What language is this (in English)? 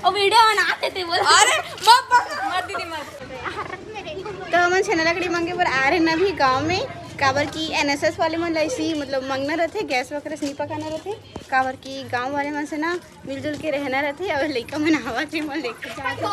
Chhattisgarhi